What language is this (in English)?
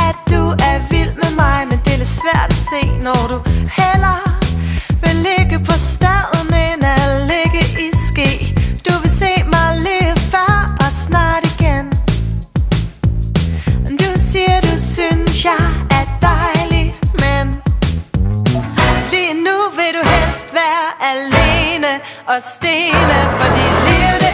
Danish